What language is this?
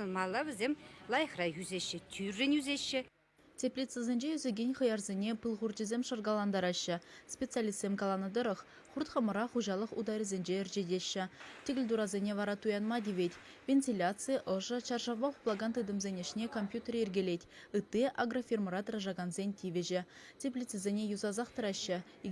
Chuvash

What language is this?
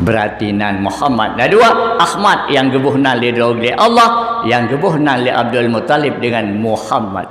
Achinese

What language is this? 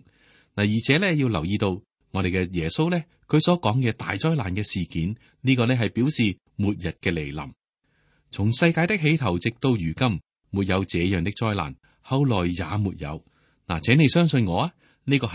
Cantonese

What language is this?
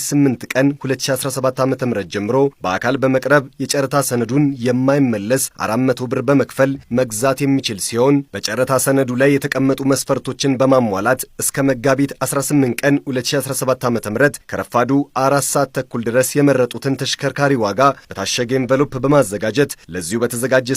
Amharic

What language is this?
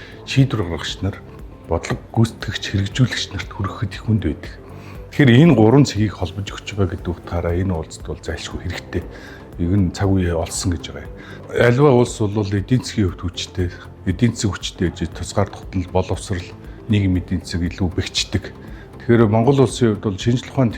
Mongolian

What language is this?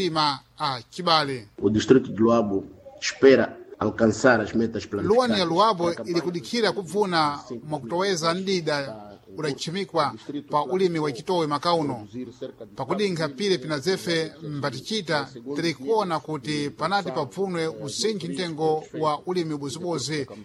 Sena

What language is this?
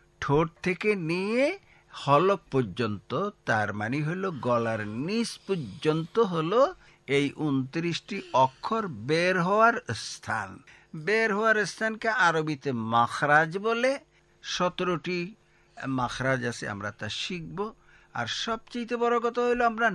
Bangla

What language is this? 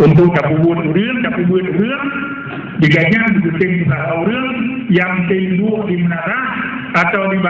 Achinese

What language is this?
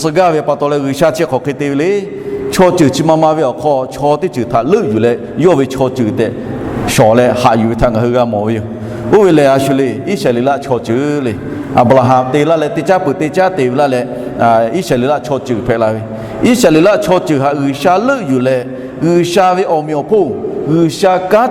Lahu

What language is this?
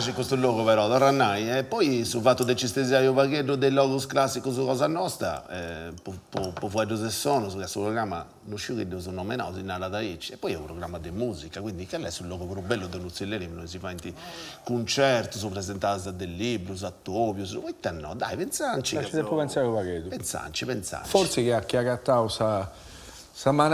Sardinian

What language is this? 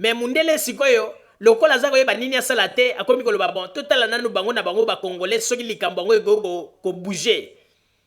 Lingala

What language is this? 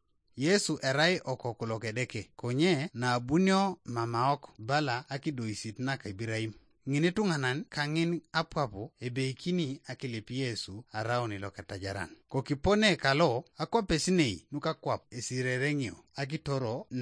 Teso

